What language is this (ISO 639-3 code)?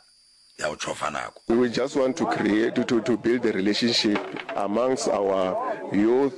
nso